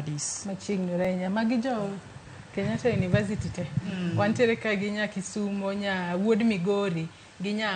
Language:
Luo (Kenya and Tanzania)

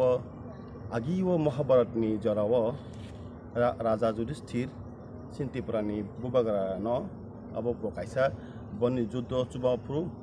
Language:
Kok Borok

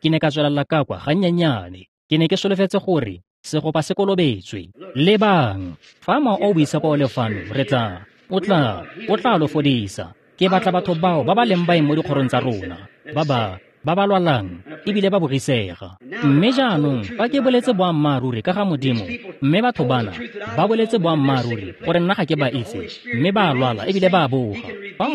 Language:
Tswana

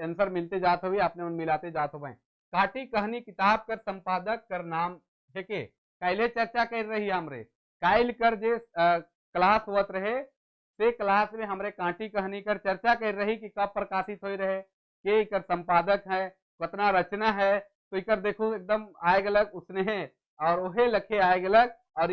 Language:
Sadri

